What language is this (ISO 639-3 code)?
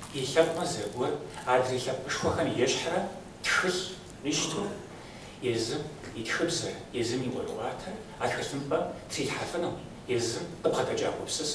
kbd